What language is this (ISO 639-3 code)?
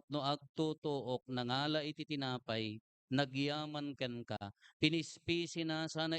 ilo